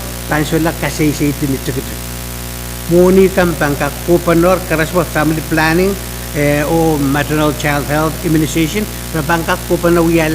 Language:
Pohnpeian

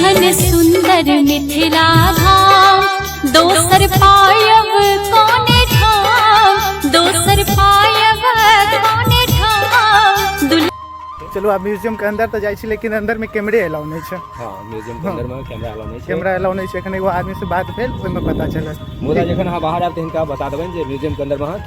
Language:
Maithili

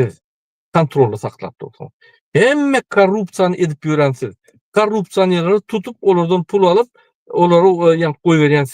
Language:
Turkmen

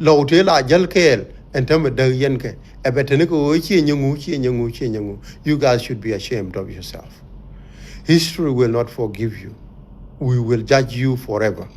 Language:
Nuer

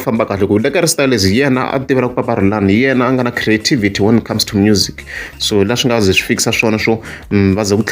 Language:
Tsonga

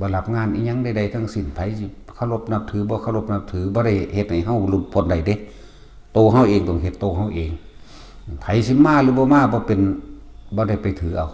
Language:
Northeastern Thai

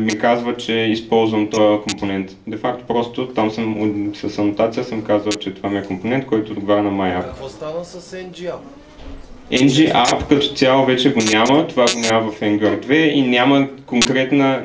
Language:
Bulgarian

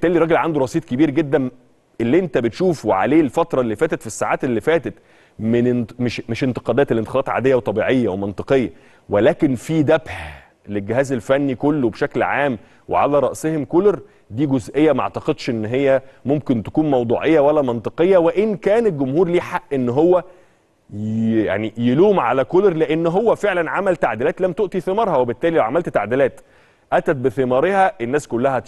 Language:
Egyptian Arabic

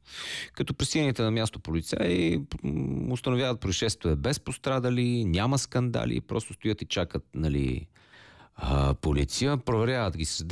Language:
Bulgarian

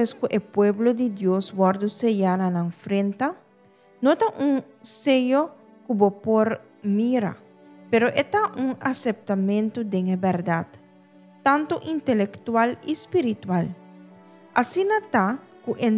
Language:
Papiamento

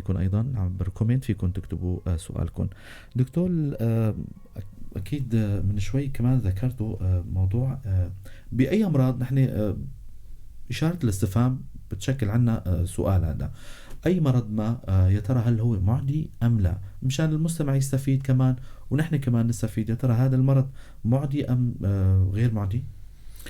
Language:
North Levantine Arabic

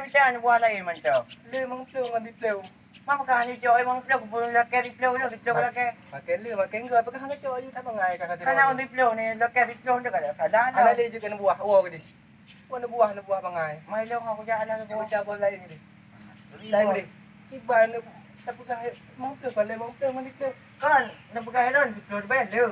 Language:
Achinese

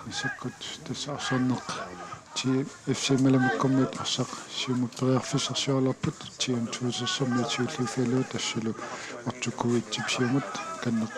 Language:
Kalaallisut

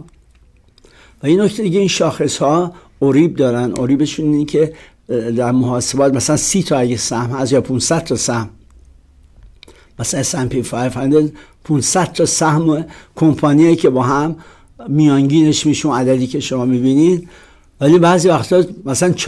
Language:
Persian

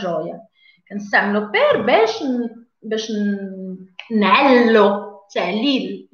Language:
Moroccan Arabic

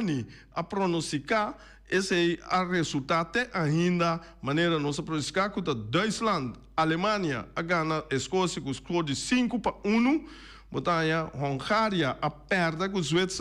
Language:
Papiamento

